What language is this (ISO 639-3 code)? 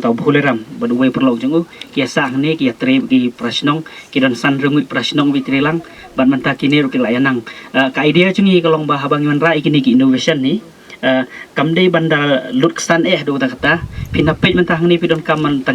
kha